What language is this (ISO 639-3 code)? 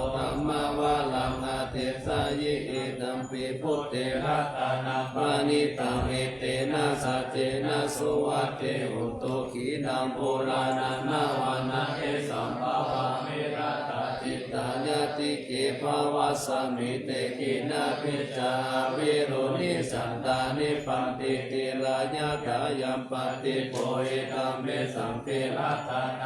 pli